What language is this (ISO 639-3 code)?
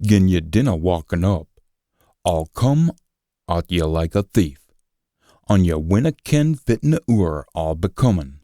sco